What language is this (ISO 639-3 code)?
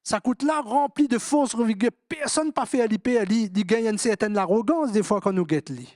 mfe